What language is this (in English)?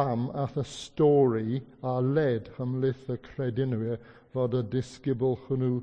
Welsh